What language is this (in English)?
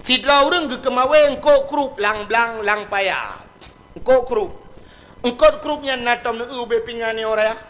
Achinese